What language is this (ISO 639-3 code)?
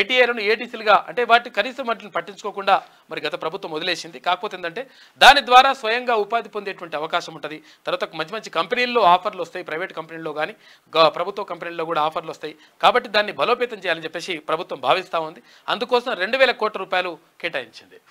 tel